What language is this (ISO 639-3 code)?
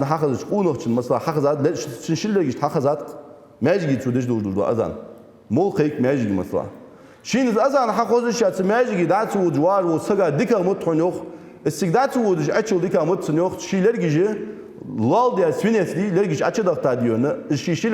inh